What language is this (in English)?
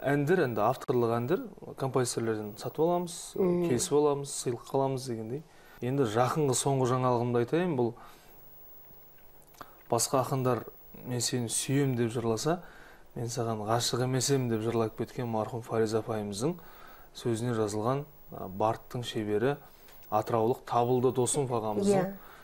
Kazakh